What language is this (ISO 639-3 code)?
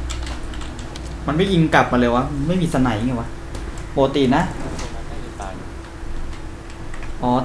tha